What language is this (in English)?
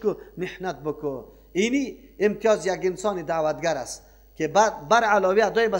Persian